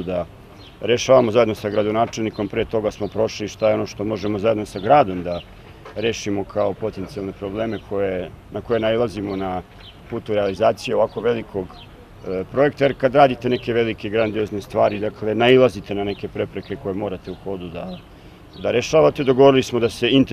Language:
Serbian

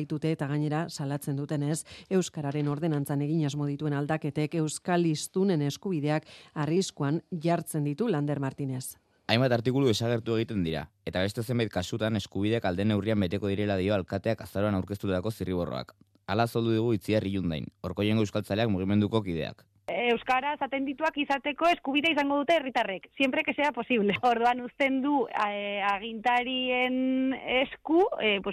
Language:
Basque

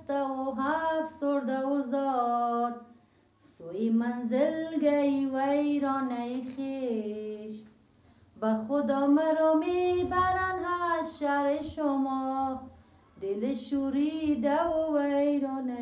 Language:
Persian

